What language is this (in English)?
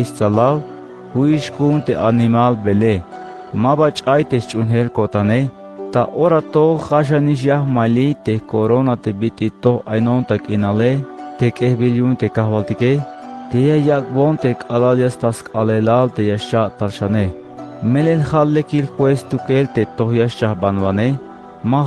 Tzeltal